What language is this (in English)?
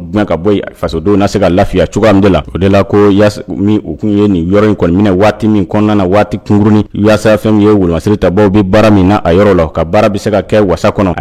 Bambara